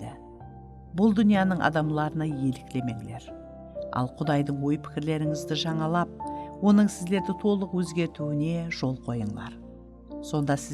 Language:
Kara-Kalpak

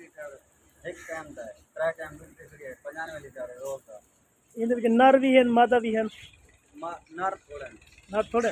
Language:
Saraiki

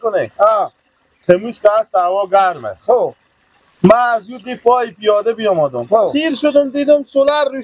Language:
Persian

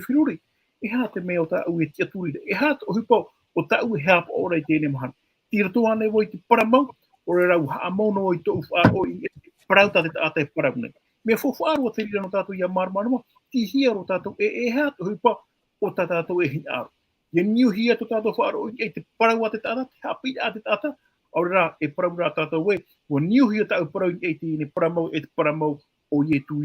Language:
Tahitian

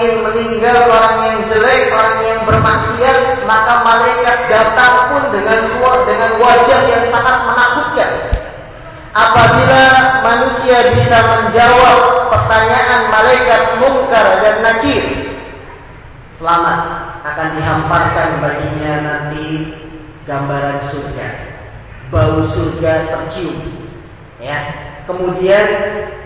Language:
Indonesian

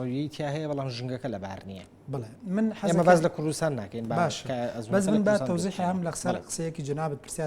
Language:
Central Kurdish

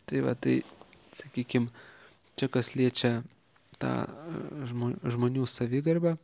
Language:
Lithuanian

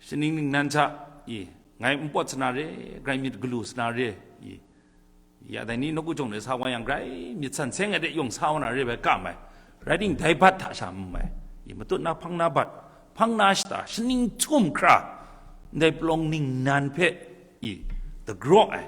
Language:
Kachin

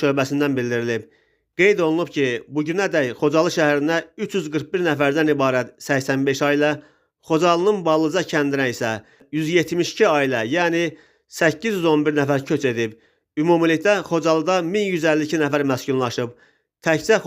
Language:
Azerbaijani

